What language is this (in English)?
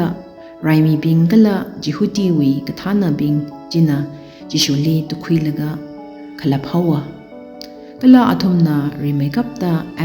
Tangkhul Naga (India)